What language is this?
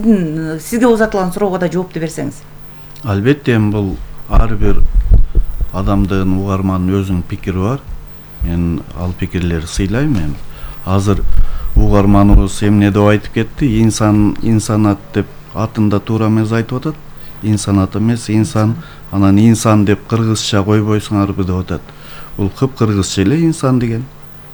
Kyrgyz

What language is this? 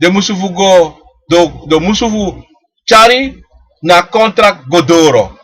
Sranan Tongo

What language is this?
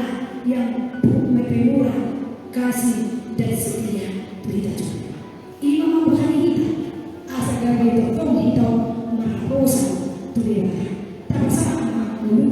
Batak Toba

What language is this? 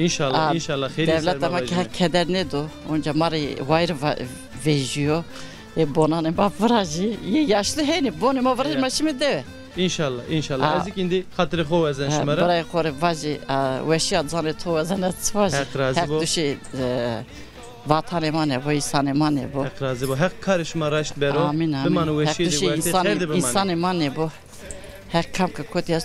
Zaza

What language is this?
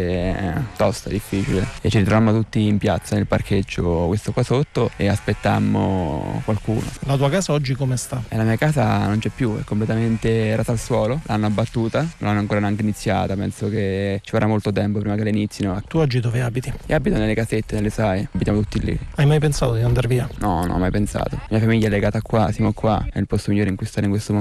Italian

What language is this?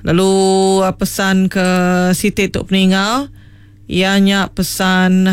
Iban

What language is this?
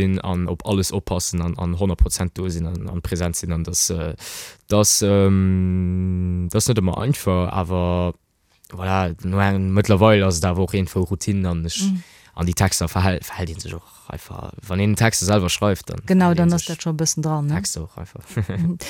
Luxembourgish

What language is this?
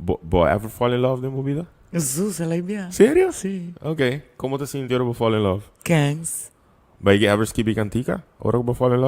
Papiamento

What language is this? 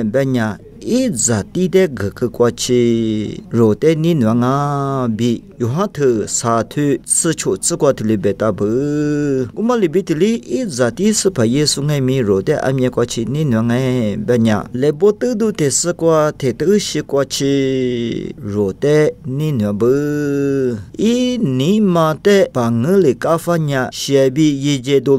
Lisu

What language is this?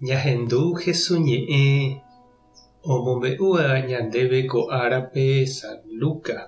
Guarani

